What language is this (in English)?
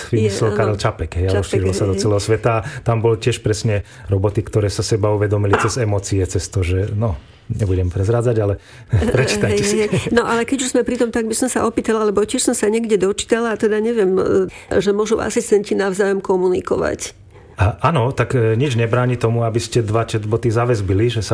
Slovak